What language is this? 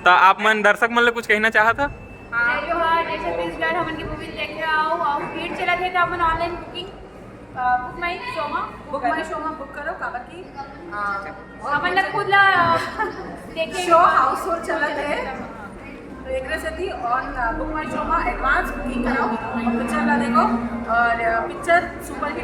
Chhattisgarhi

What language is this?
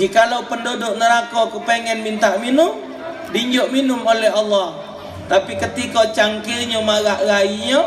Musi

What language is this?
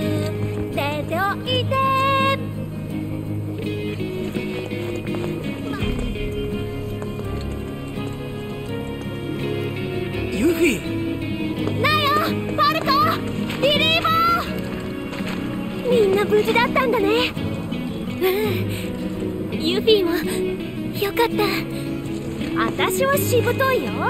Japanese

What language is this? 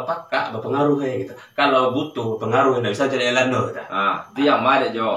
Minangkabau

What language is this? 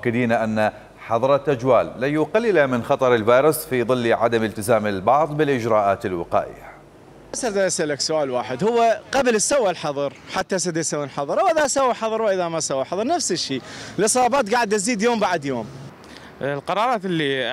Mesopotamian Arabic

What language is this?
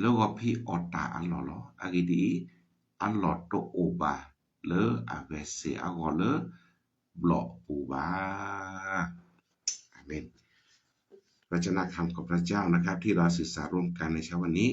S'gaw Karen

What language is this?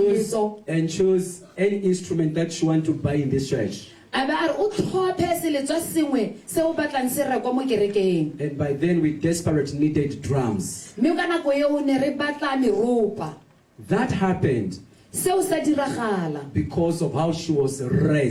Tswana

